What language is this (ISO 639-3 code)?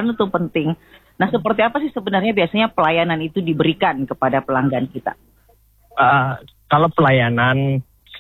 ind